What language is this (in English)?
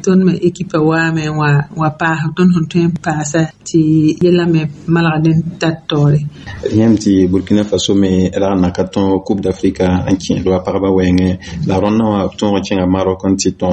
Mossi